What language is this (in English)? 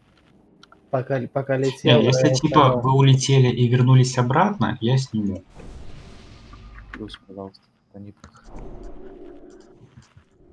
Russian